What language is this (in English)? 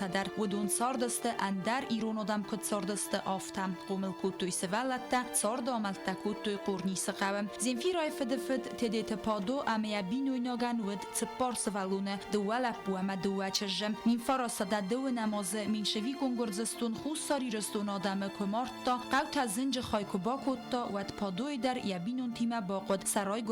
Ossetic